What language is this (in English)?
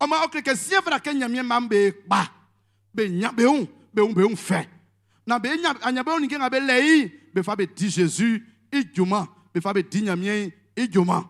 Baoulé